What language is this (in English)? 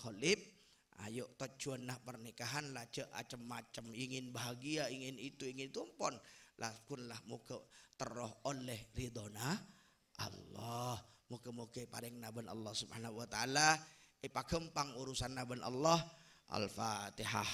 Madurese